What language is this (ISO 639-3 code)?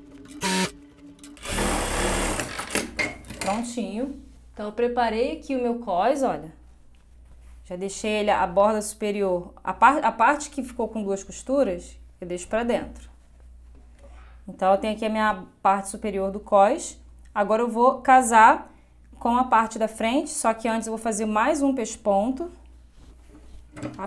por